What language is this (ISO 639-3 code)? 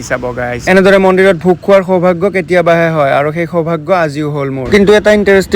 asm